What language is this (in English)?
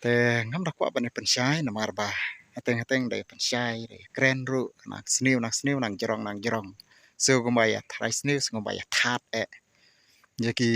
Khasi